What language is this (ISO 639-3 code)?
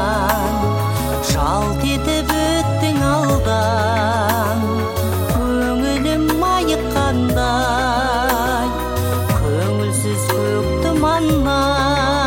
kaz